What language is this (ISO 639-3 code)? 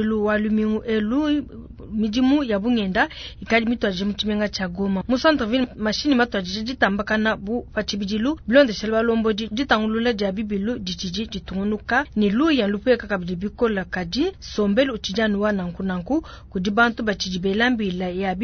lua